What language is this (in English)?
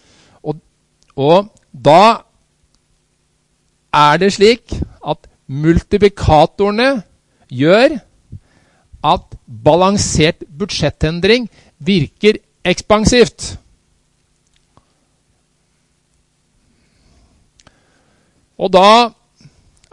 Norwegian